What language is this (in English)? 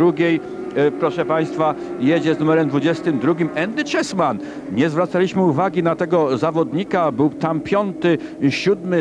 Polish